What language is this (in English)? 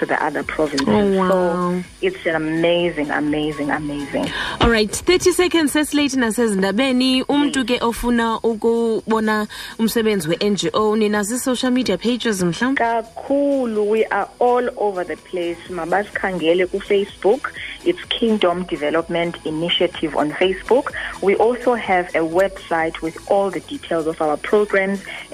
Xhosa